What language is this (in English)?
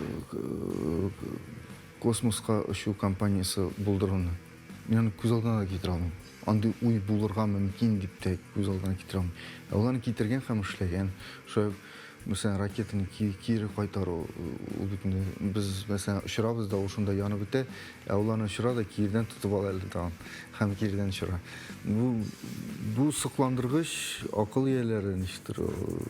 Tatar